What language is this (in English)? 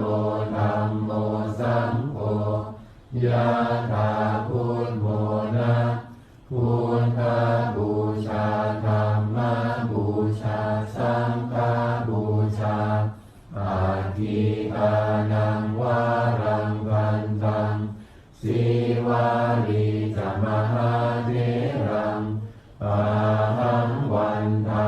Pali